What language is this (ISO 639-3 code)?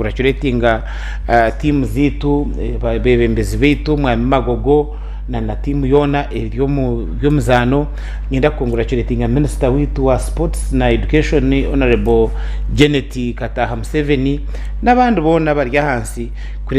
nyn